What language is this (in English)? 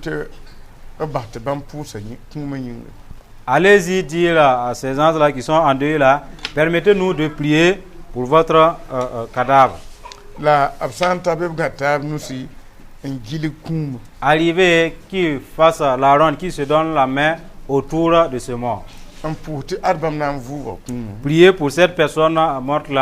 Mossi